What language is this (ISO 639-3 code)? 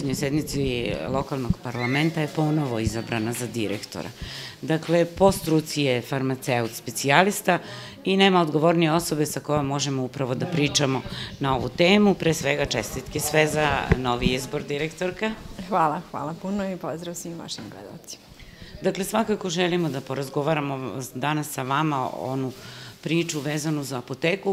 srp